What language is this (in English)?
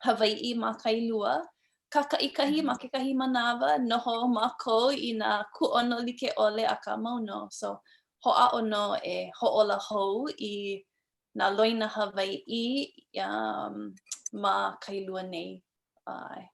Hawaiian